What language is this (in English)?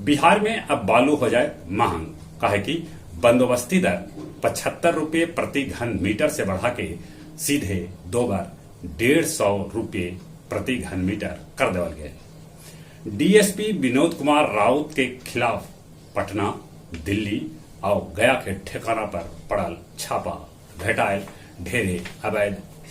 Magahi